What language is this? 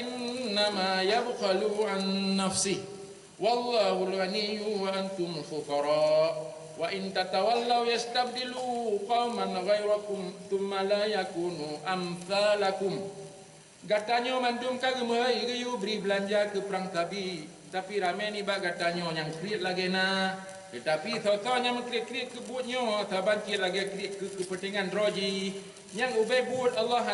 Achinese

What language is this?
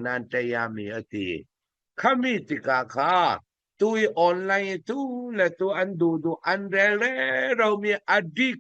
Falam Chin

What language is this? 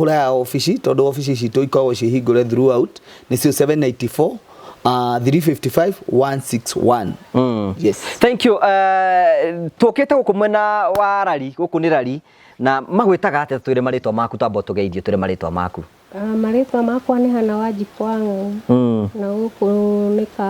Kikuyu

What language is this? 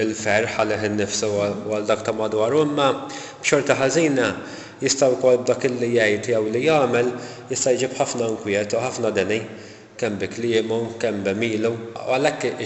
Maltese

